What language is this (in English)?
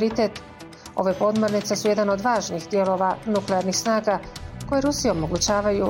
Bosnian